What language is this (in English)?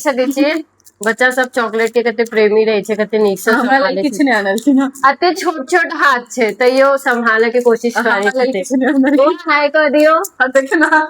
Maithili